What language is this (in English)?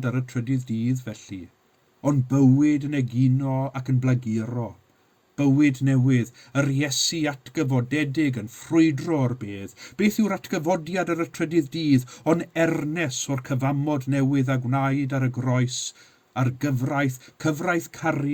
Welsh